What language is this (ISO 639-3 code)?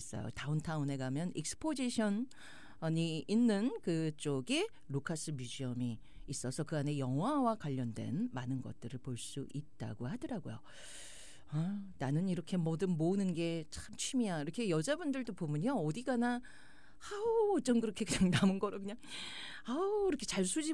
kor